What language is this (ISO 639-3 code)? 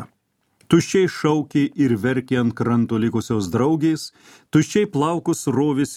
lit